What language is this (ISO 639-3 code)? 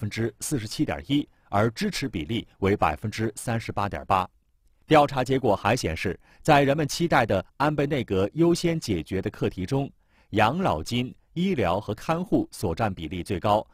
zho